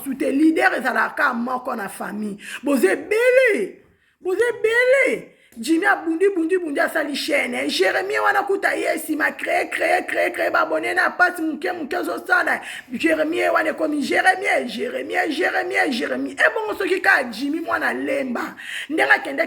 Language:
Lingala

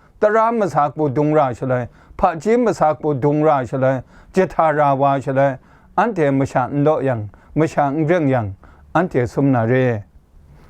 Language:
Kachin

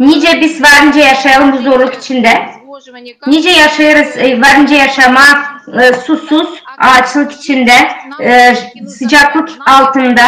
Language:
Gagauz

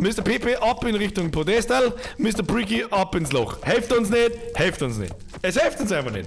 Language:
Bavarian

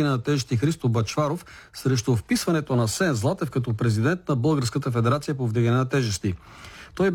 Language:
Bulgarian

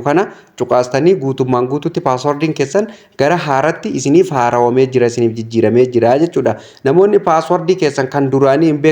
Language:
Oromo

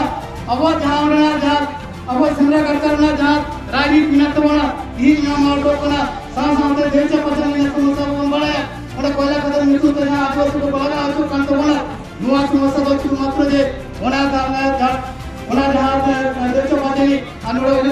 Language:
Santali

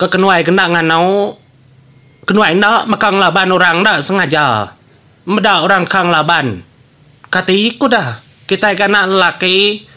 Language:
Iban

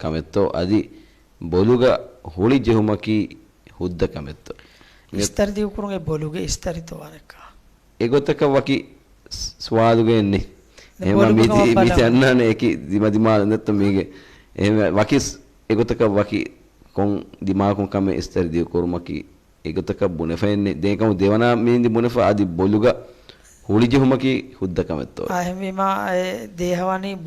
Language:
Divehi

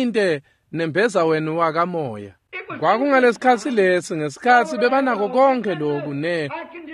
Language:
Swati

